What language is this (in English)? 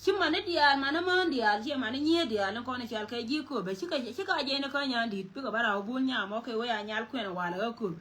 Nuer